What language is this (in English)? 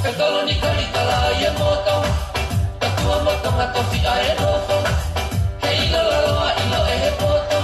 Tongan